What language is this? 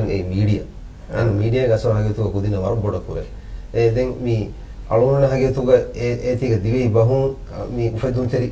Divehi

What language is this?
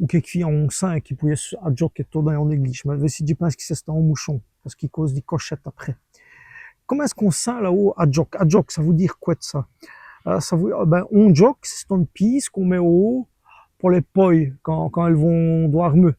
Walloon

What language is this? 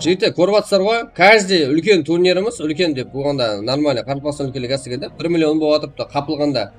Kara-Kalpak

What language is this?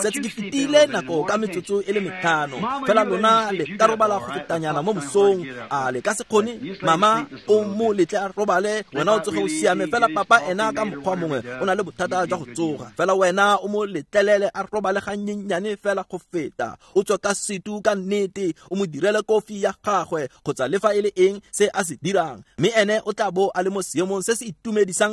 Tswana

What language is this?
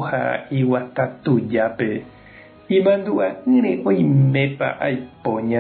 Guarani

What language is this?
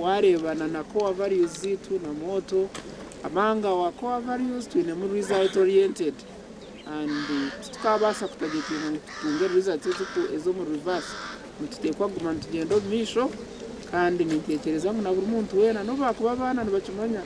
Nyankole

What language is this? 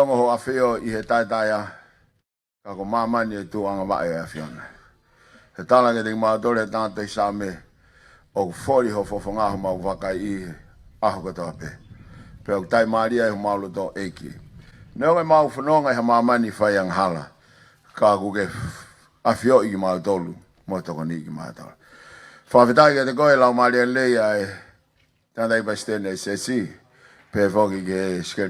Tongan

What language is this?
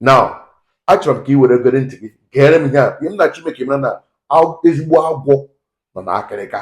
Igbo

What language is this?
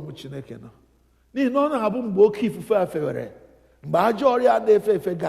Igbo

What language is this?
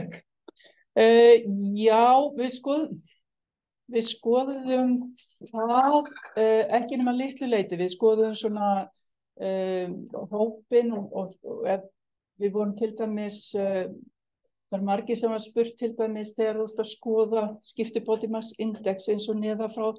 Icelandic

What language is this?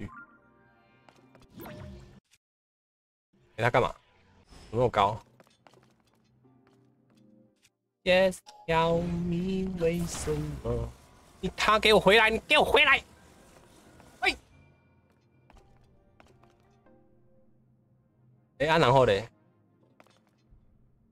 Chinese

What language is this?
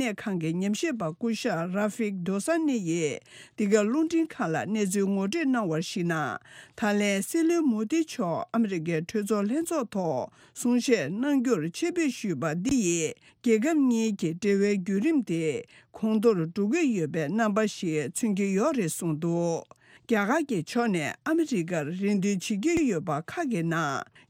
Tibetan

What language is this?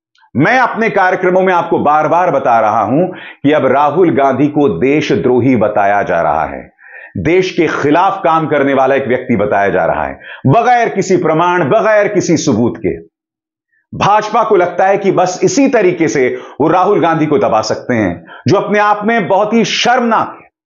Hindi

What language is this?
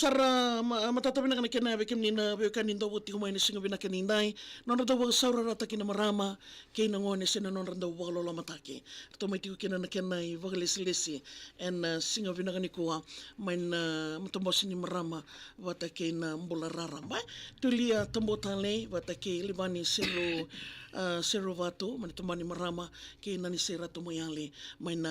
Fijian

